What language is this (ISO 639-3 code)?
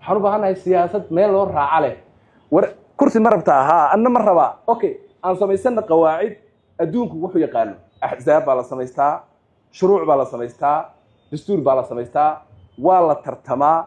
som